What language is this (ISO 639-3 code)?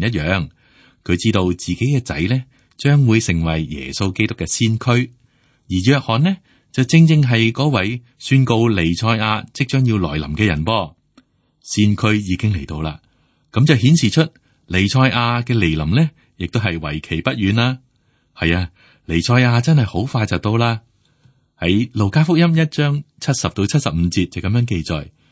yue